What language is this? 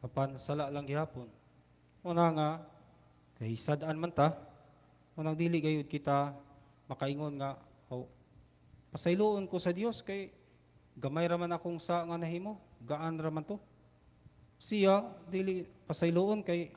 Cebuano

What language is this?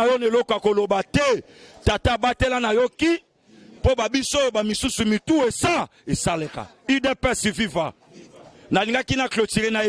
Lingala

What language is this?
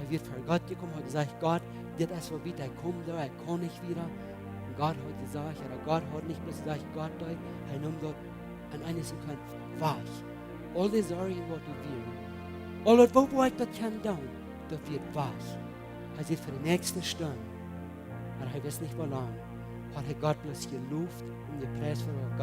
Plautdietsch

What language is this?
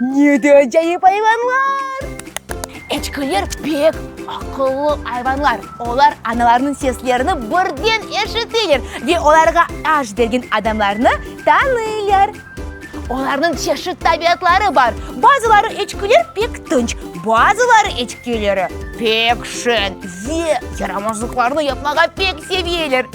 Crimean Tatar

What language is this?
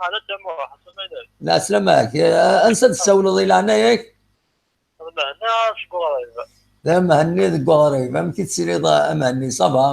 Kabyle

